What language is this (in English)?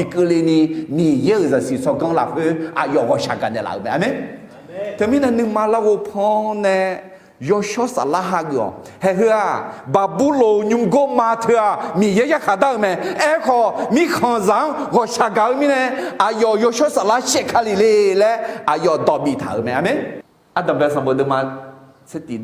Akha